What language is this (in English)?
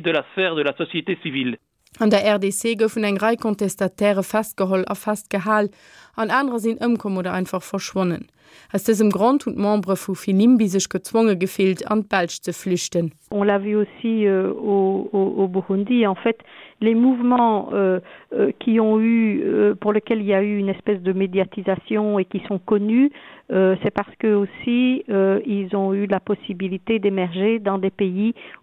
Luxembourgish